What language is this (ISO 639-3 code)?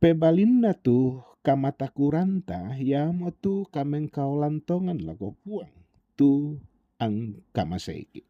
sda